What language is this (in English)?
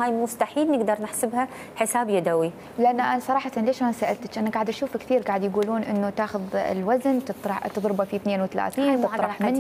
Mesopotamian Arabic